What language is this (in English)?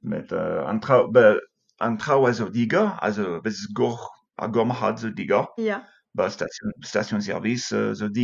Breton